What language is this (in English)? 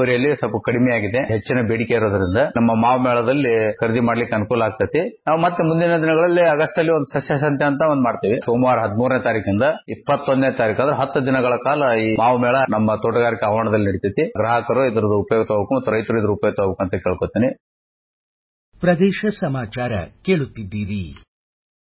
Kannada